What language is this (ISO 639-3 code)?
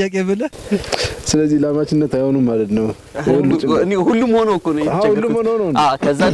amh